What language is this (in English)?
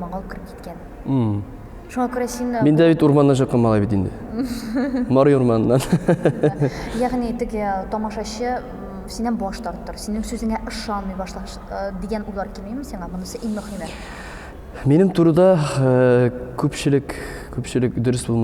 Tatar